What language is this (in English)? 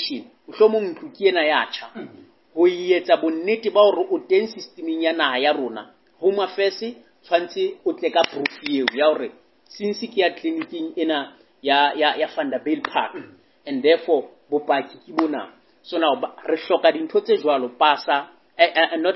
Southern Sotho